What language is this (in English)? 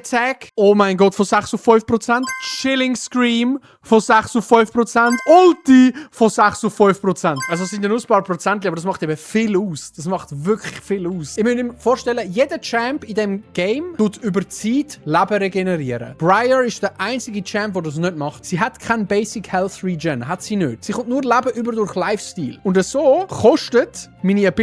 Swiss German